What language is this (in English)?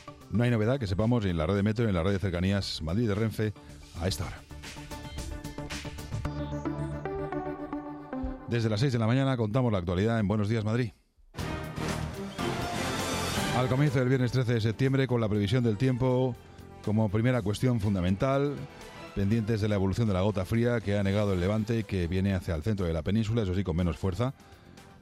Spanish